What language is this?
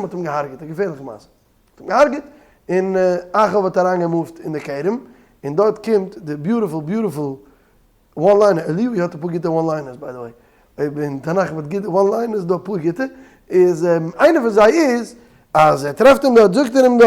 Yiddish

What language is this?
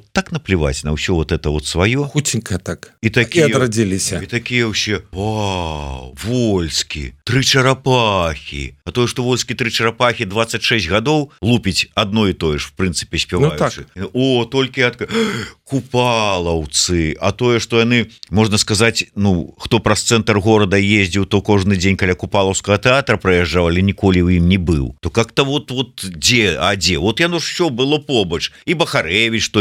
Belarusian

